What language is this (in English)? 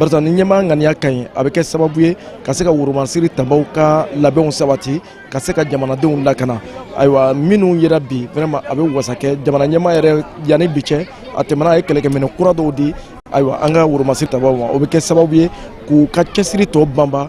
Bambara